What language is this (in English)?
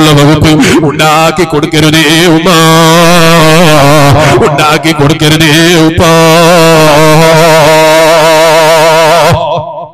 Malayalam